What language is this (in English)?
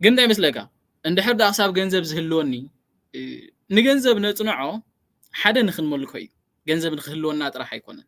Tigrinya